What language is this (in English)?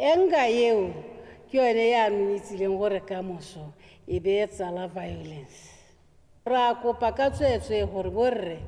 Tswana